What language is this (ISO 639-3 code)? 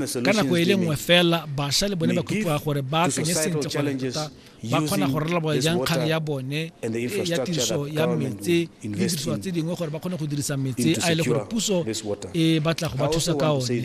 tsn